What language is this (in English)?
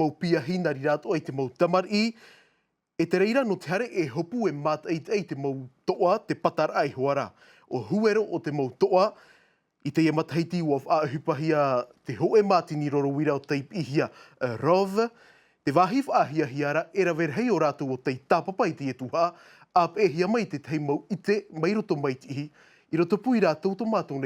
Tahitian